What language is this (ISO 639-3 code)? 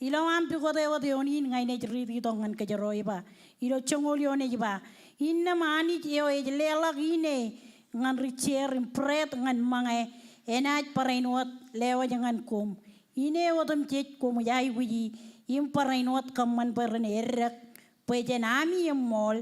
mah